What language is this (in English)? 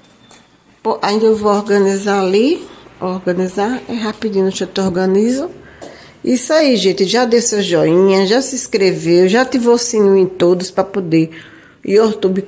Portuguese